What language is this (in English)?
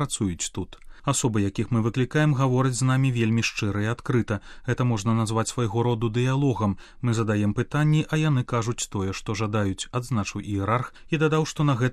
Belarusian